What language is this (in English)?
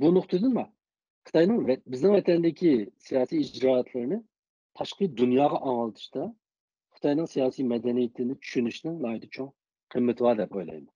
Uyghur